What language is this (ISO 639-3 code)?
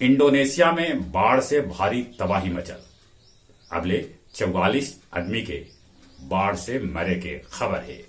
mag